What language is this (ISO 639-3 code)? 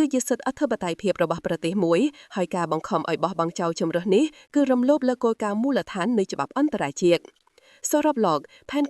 khm